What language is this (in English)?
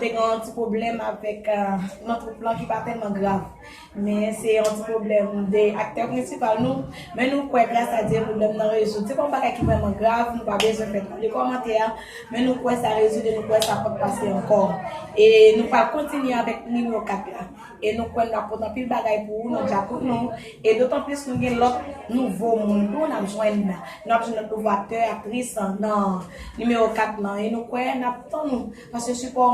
Haitian Creole